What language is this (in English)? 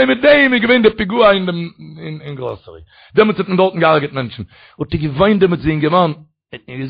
Yiddish